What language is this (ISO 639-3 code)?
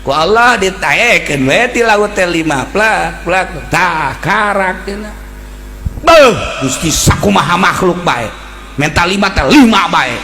sun